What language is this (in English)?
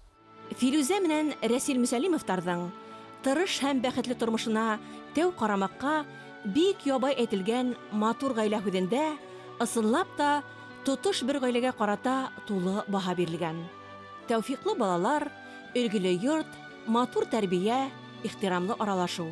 Bashkir